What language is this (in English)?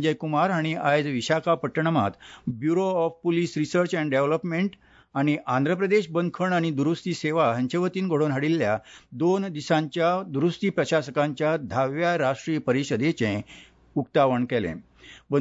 Konkani